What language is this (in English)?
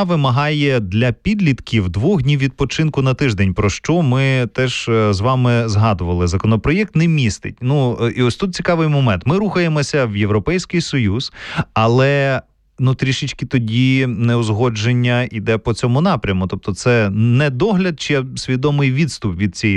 Ukrainian